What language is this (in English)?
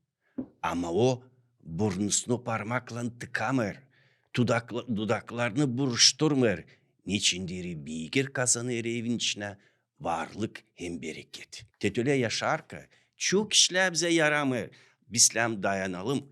Gagauz